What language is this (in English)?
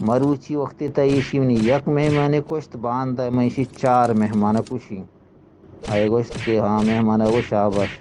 Eastern Balochi